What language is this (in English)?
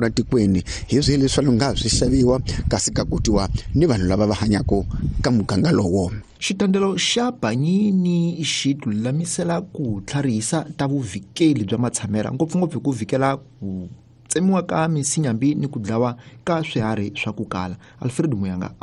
Tsonga